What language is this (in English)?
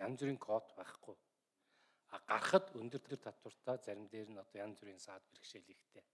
Mongolian